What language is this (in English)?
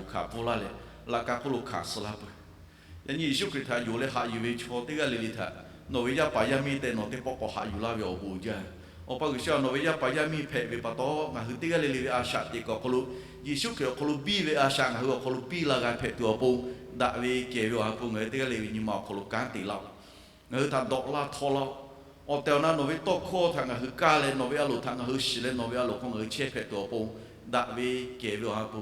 Lahu